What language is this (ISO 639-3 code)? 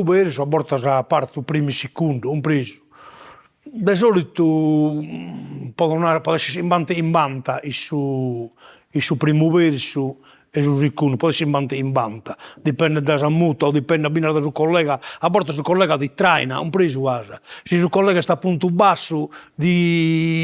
srd